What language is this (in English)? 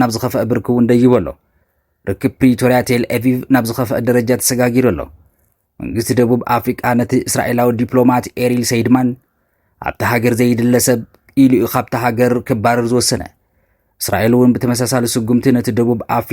Tigrinya